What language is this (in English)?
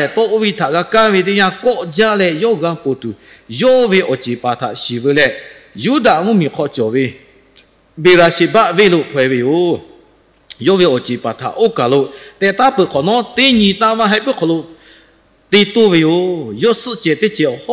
Lahu